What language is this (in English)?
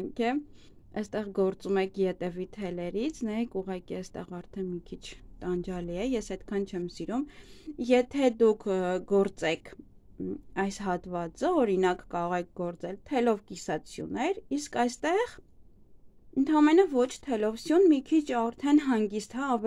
Armenian